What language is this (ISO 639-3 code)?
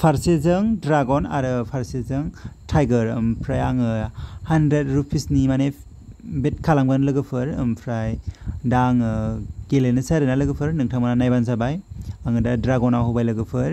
brx